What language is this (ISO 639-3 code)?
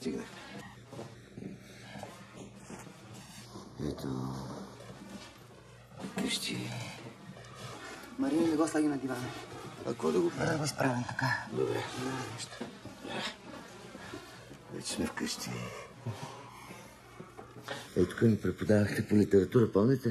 bul